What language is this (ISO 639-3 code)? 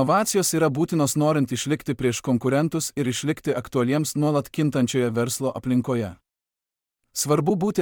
lit